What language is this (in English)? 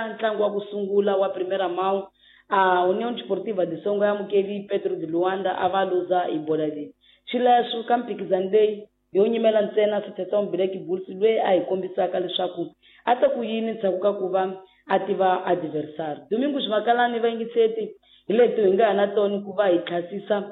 Tsonga